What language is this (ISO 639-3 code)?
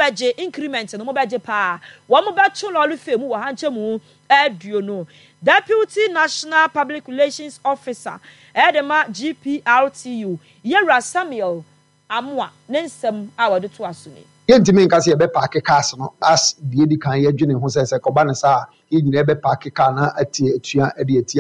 aka